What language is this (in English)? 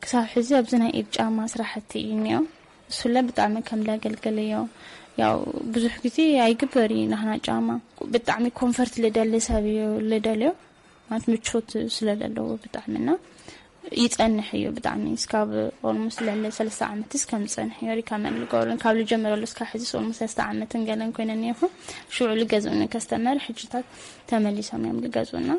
Tigrinya